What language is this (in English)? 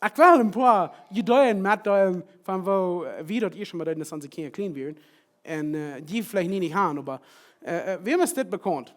Plautdietsch